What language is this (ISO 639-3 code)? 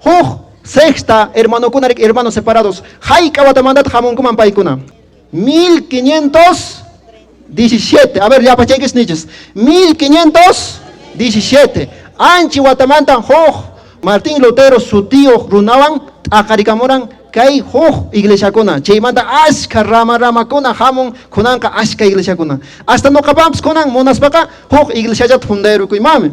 que